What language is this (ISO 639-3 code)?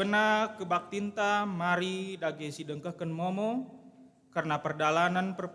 btx